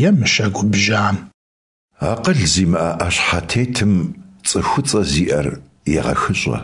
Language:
Kabardian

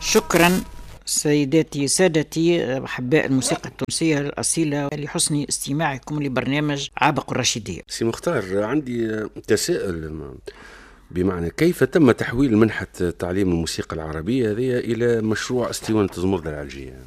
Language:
Tunisian Arabic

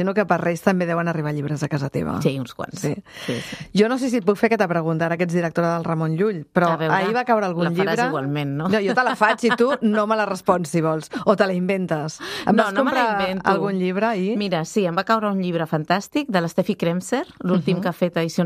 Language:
Catalan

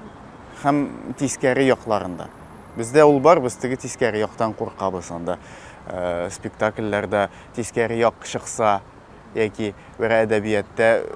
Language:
Tatar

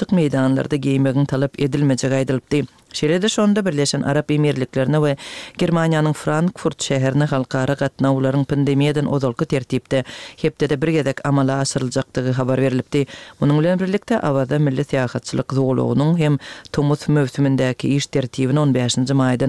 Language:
Turkmen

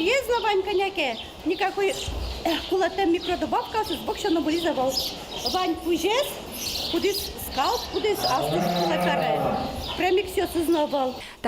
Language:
Udmurt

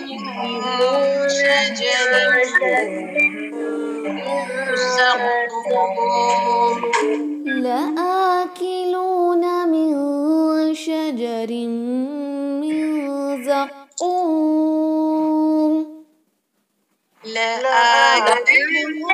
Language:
Urdu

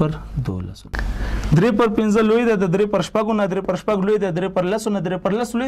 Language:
Pashto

